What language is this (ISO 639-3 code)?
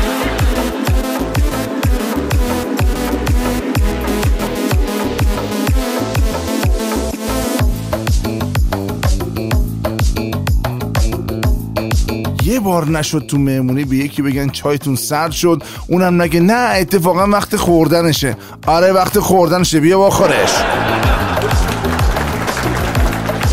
fas